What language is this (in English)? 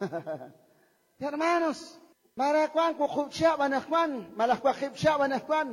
Kekchí